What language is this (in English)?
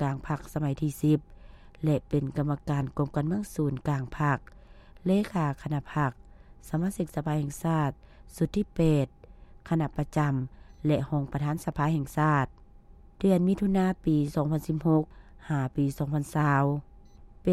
Lao